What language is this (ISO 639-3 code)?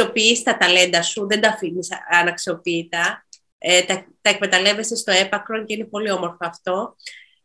ell